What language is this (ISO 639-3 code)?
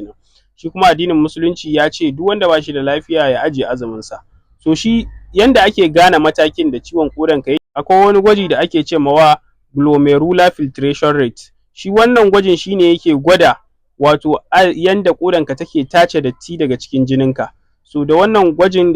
hau